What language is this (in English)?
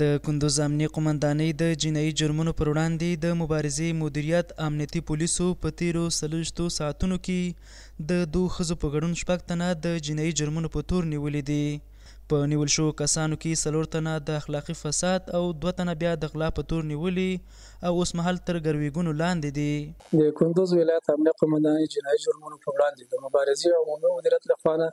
Pashto